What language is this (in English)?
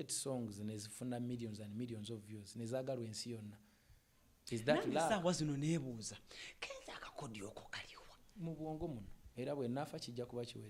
Ganda